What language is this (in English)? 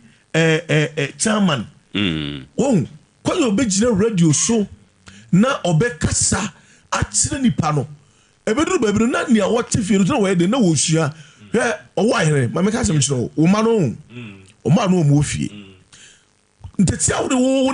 Akan